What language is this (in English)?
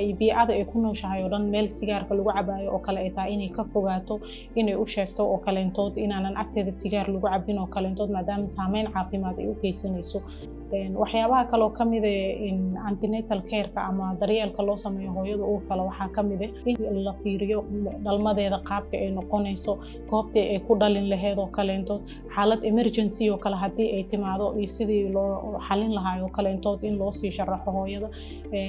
Somali